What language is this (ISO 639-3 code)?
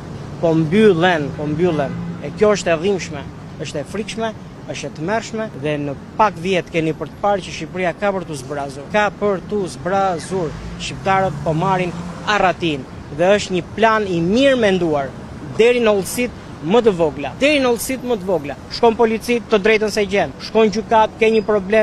sqi